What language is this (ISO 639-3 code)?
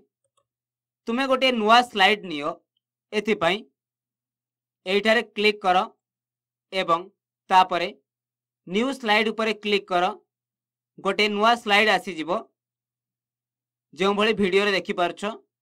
ori